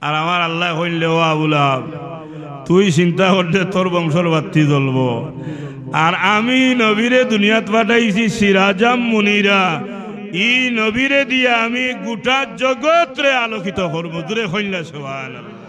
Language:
Sylheti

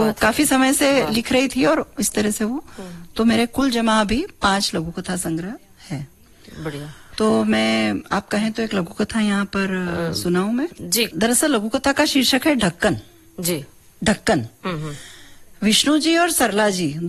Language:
Hindi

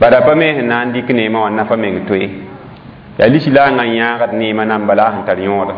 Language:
Mossi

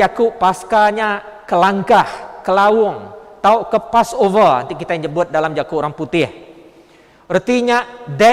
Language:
Iban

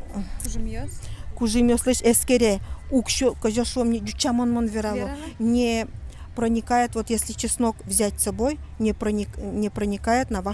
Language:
Udmurt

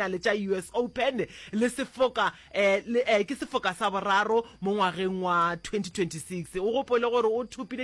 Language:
Northern Sotho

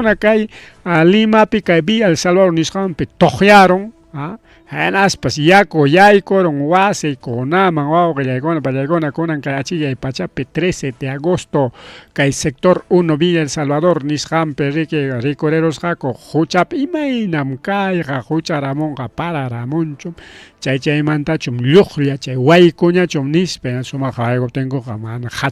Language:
Ayacucho Quechua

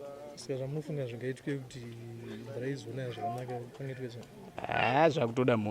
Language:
Shona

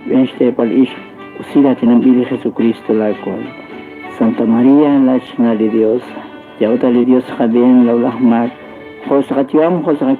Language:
Kekchí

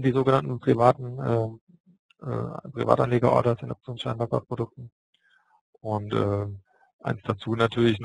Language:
German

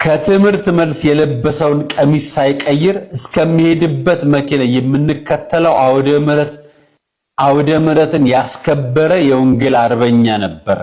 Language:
Amharic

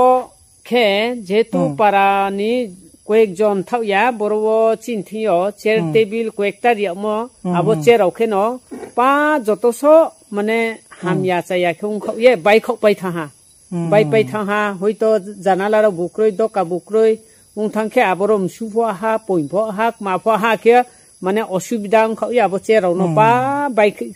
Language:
Riang (India)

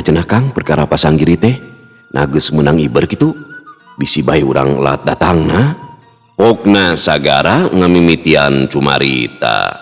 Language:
Sundanese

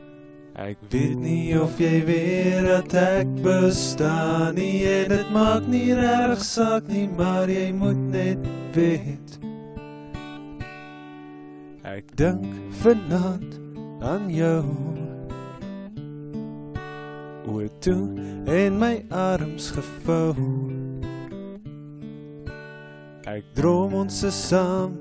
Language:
Afrikaans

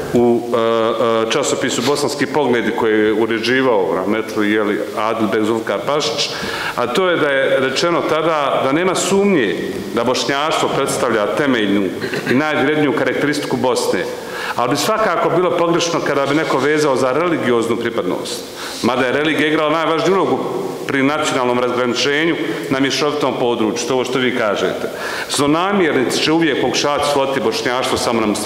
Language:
Bosnian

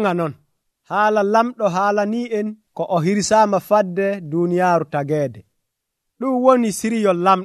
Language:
Nigerian Fulfulde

